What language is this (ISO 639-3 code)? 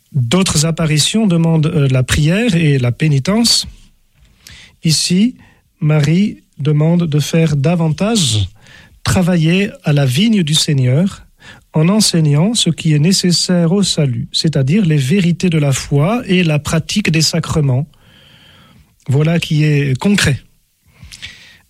fra